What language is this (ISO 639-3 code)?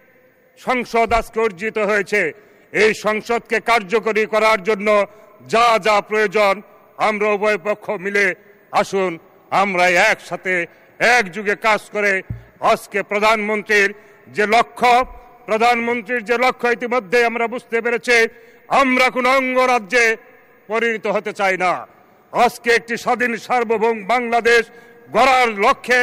ben